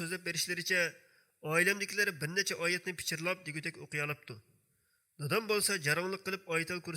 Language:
Uyghur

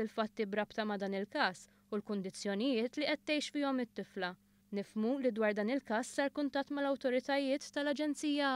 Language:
Maltese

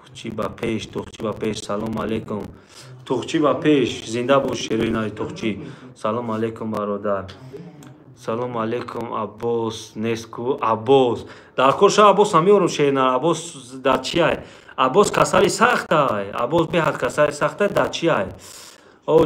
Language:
Tajik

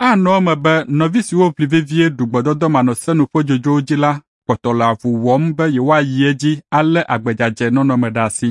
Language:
Ewe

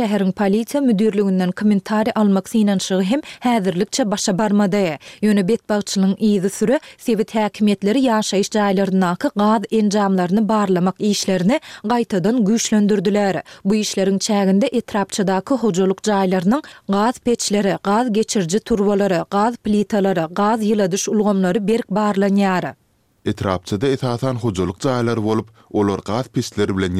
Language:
Turkmen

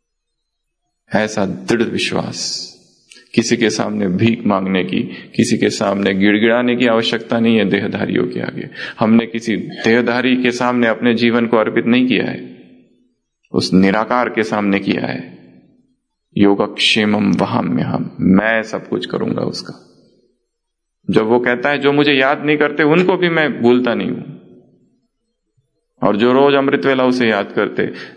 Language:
Hindi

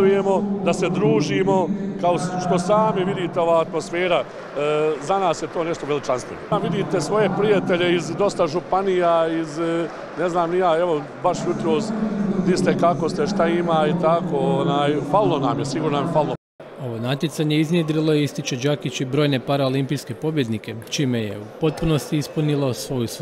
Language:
Croatian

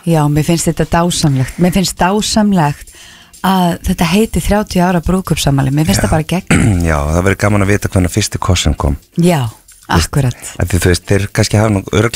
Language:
Icelandic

